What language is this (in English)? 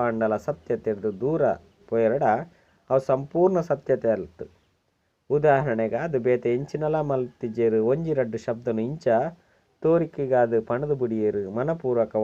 Tulu